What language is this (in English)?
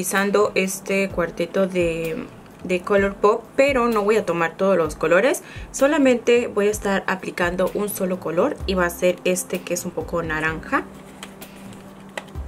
Spanish